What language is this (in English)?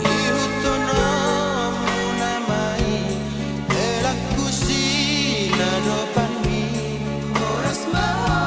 Batak Toba